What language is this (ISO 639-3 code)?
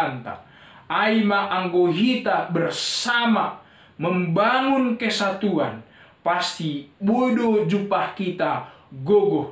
bts